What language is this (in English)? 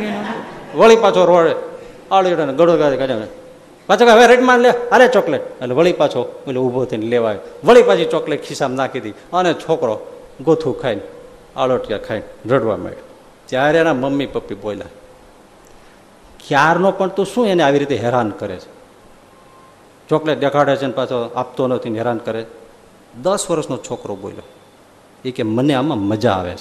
Gujarati